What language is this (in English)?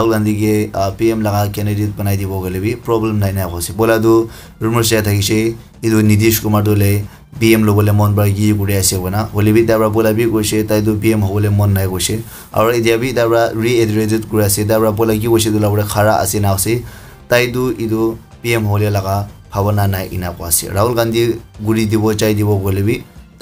Naga Pidgin